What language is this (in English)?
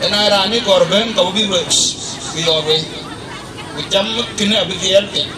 Dinka